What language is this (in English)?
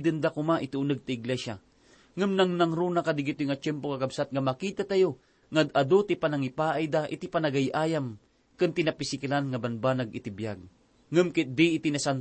Iloko